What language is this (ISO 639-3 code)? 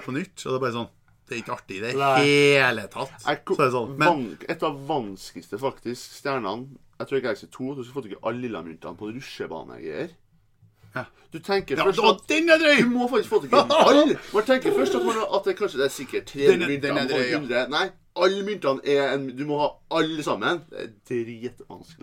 nor